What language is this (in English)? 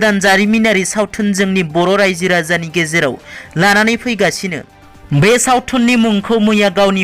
Bodo